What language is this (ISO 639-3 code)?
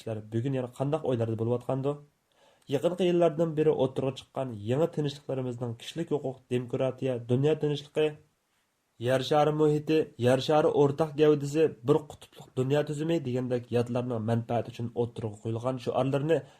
uig